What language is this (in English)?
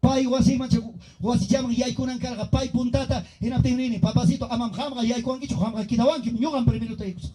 Ayacucho Quechua